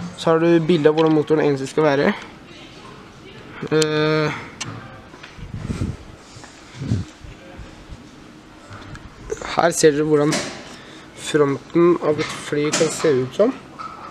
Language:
Norwegian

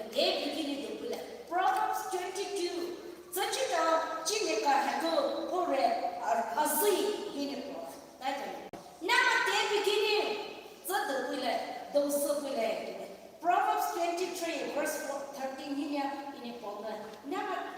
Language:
Poumei Naga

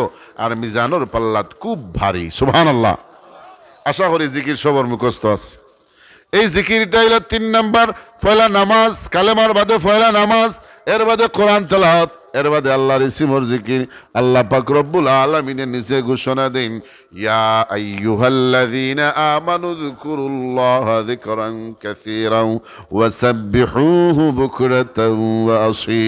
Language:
Sylheti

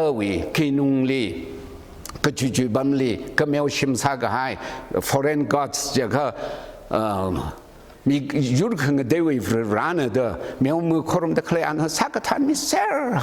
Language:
Tangkhul Naga (India)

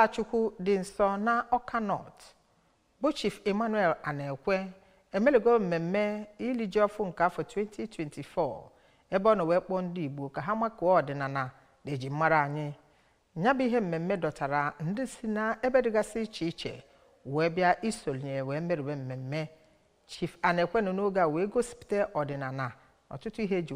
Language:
Igbo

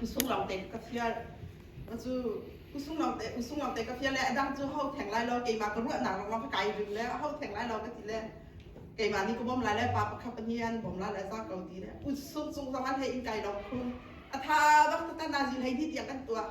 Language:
Hakha Chin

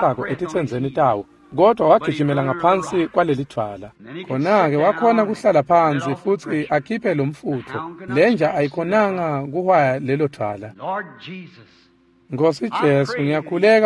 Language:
Swati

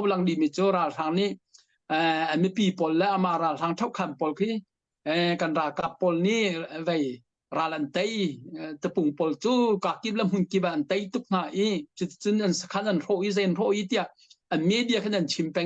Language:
Hakha Chin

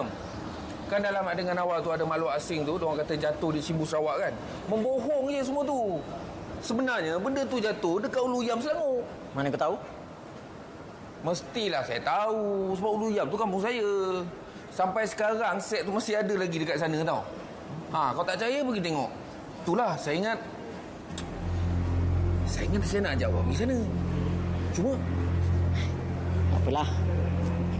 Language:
Malay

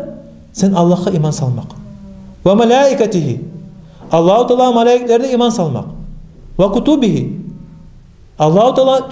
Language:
Kumyk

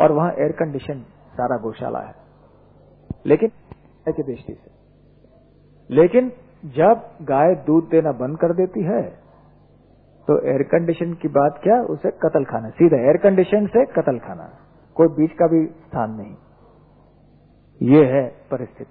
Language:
Hindi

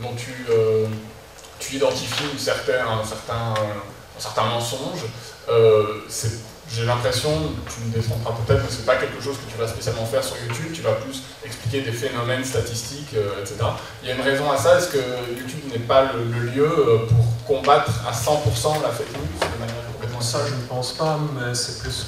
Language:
French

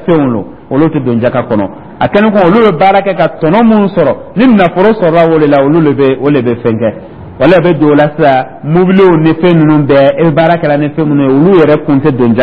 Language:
Dyula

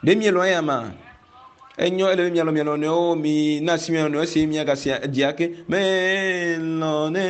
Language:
Ewe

